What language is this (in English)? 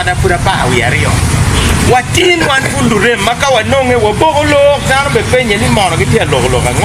Acoli